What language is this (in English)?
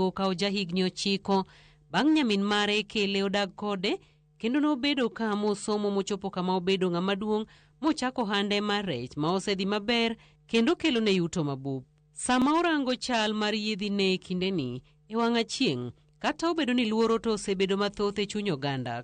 Luo (Kenya and Tanzania)